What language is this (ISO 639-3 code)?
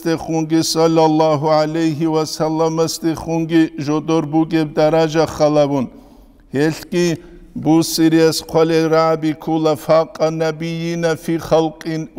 ava